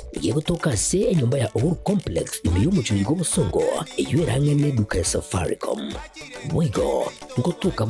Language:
Gusii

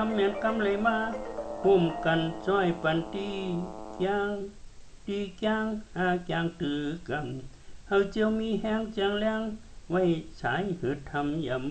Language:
Shan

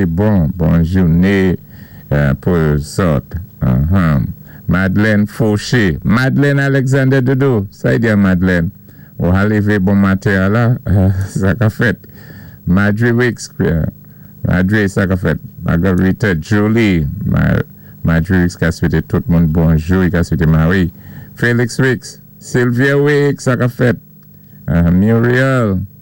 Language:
Saint Lucian Creole French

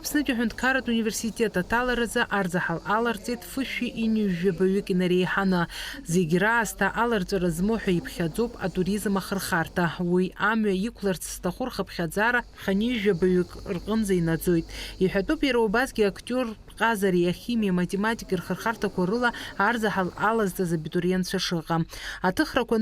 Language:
Abkhazian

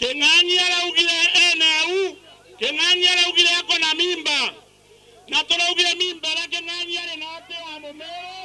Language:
Meru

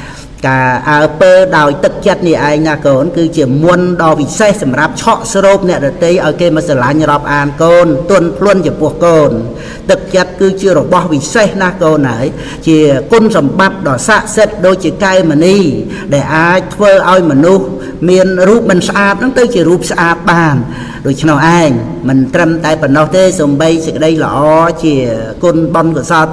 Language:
Khmer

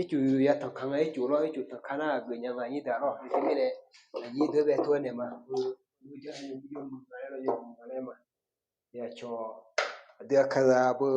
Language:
Akha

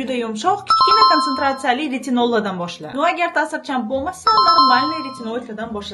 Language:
Uzbek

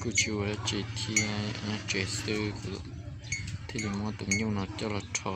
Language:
Hmong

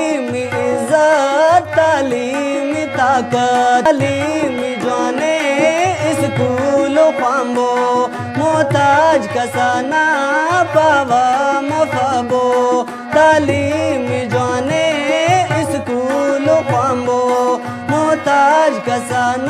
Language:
Brahui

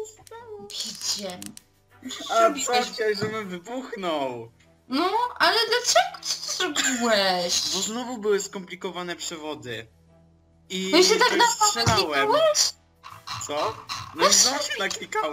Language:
Polish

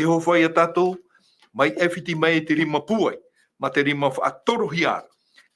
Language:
Tahitian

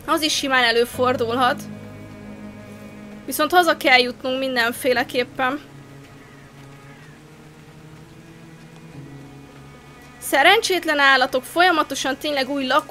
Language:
Hungarian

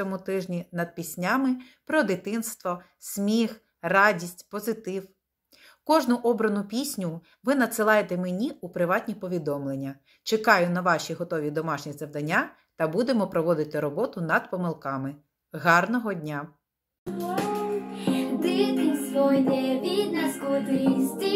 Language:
Ukrainian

